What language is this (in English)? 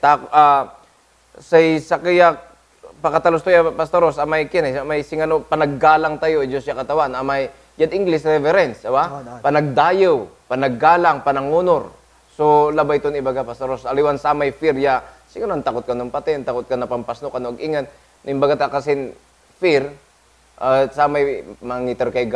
Pangasinan